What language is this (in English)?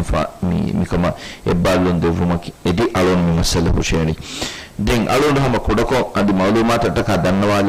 Divehi